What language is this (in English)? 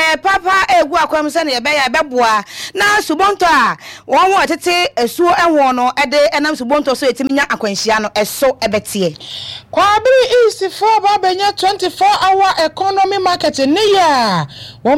Akan